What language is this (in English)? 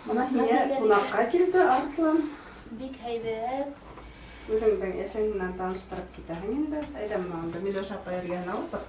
Bashkir